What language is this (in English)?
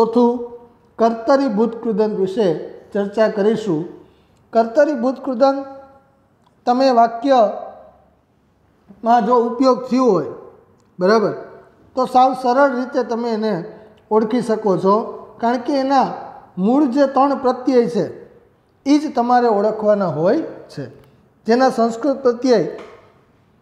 Gujarati